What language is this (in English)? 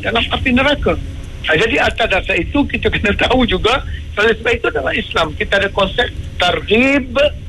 Malay